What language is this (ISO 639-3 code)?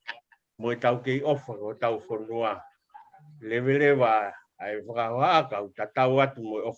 ton